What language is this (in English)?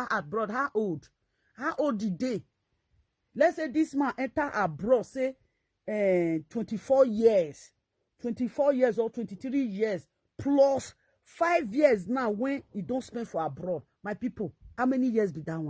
Nigerian Pidgin